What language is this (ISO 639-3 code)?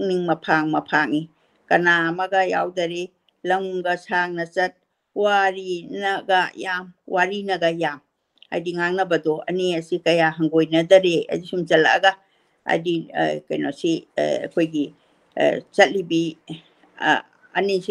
mni